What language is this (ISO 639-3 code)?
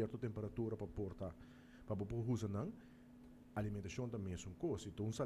pap